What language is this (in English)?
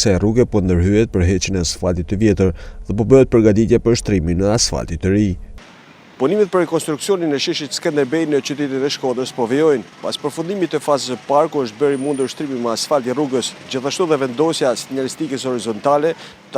Albanian